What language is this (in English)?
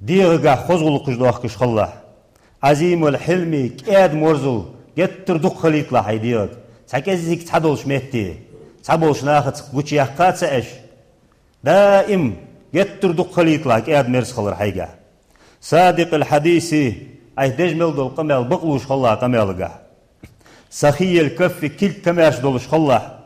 Ingush